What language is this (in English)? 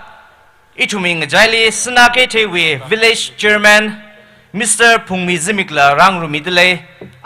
Tangkhul Naga (India)